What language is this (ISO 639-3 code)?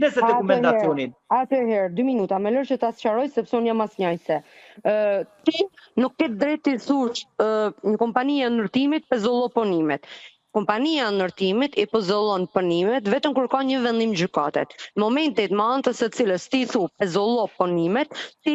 sqi